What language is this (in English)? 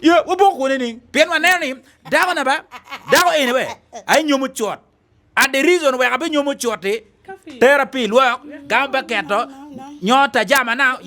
Acoli